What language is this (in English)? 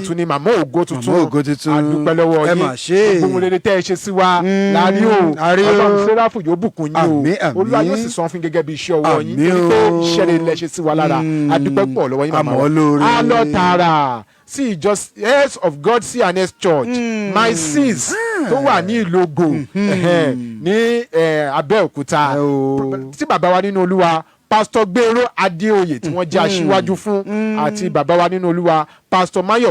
Yoruba